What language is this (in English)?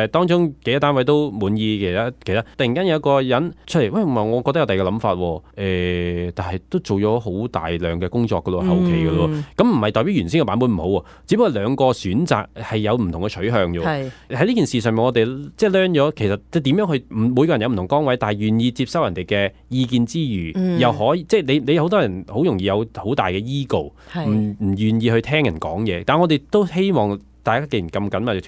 Cantonese